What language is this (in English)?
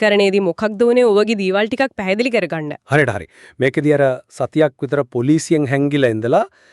Sinhala